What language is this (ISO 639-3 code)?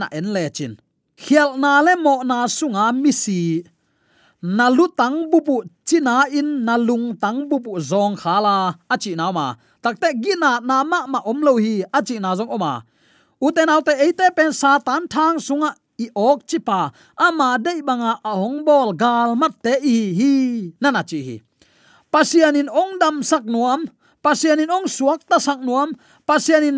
ctd